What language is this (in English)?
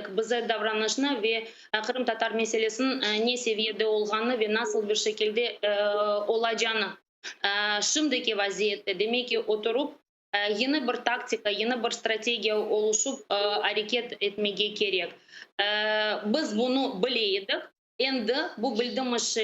Crimean Tatar